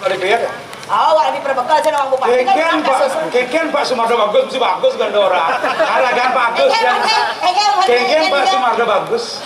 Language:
Balinese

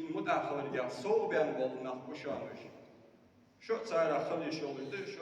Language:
Ingush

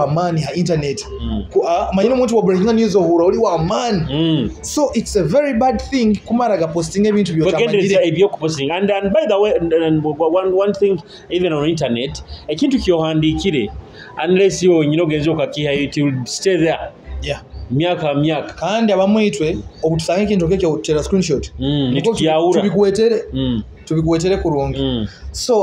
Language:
Nyoro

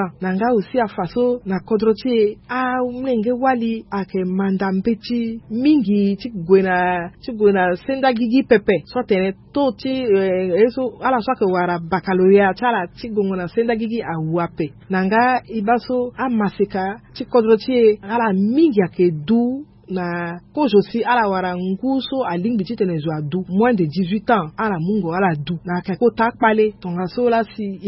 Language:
Sango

